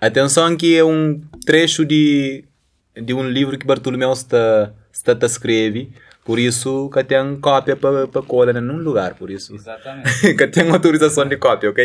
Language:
Kabuverdianu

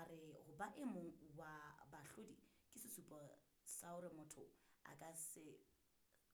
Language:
Southern Sotho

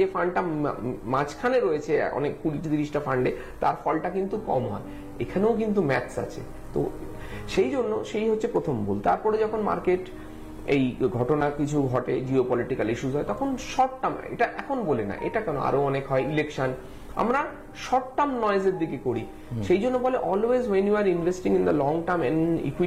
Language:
Bangla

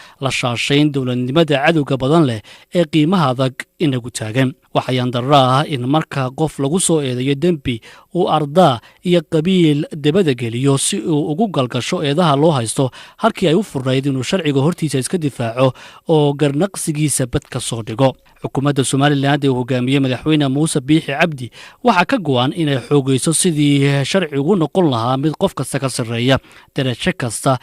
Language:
Somali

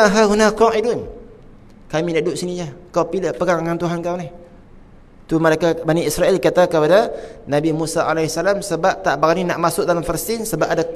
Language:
Malay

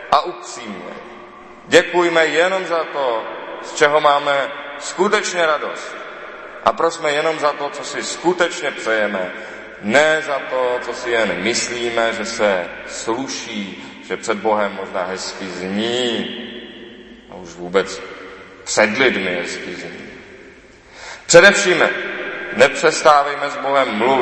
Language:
Czech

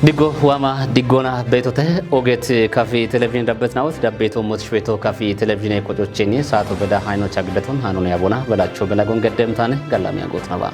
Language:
Kafa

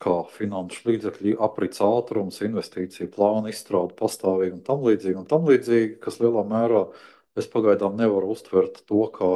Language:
Latvian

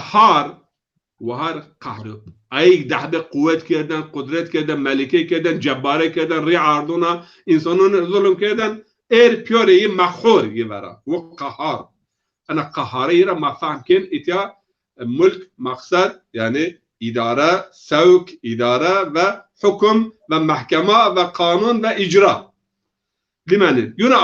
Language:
Zaza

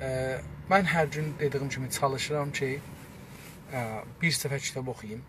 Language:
South Azerbaijani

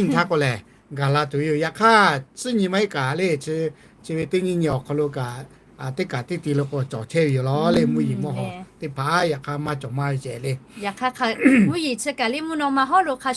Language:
Lahu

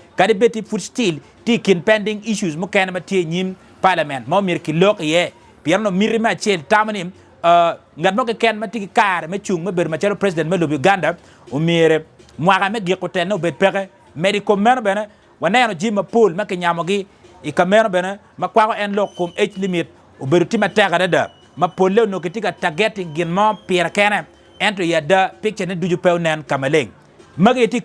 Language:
Acoli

